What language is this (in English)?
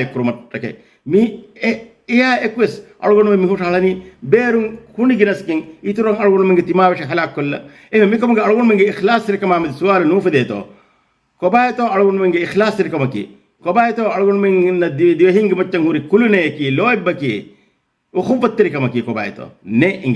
Divehi